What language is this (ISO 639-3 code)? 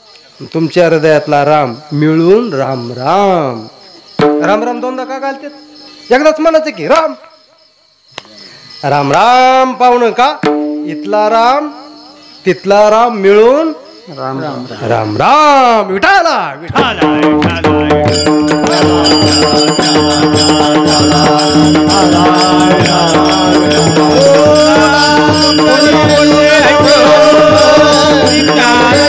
mar